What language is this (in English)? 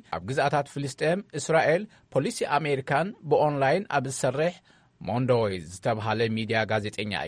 Tigrinya